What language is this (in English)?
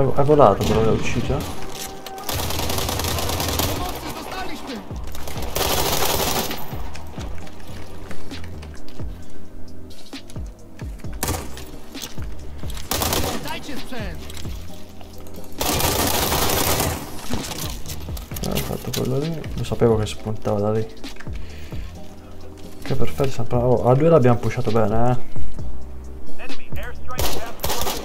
Italian